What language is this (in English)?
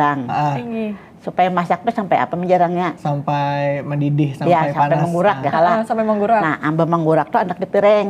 Banjar